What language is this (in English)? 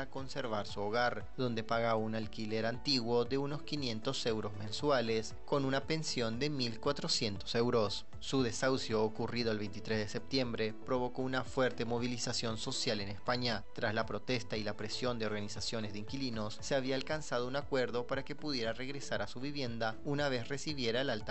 Spanish